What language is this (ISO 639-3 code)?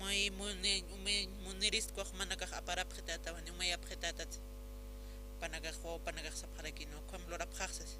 aym